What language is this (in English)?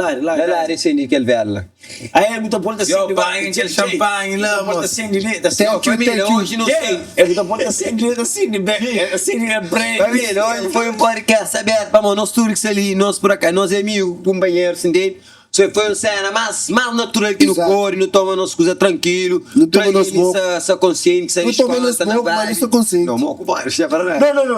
Kabuverdianu